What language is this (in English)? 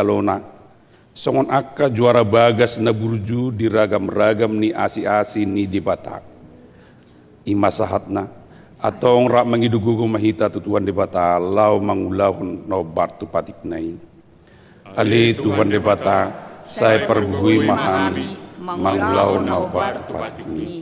Batak Toba